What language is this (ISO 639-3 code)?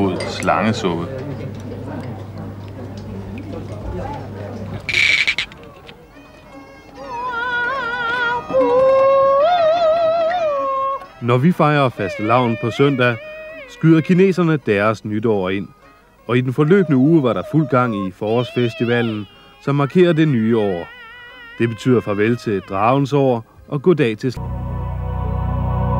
dan